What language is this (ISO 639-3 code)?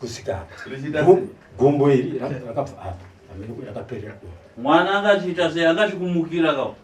sna